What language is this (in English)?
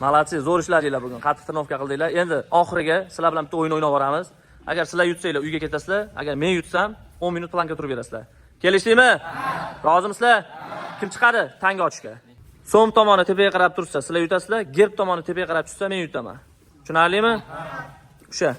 Uzbek